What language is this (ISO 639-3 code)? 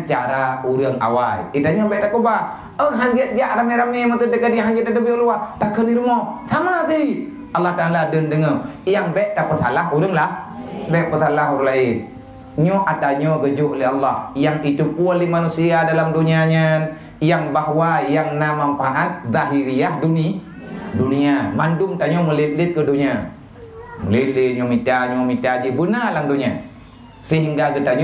ace